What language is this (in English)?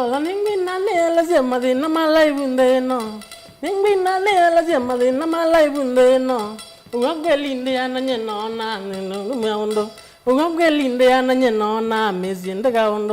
Kamba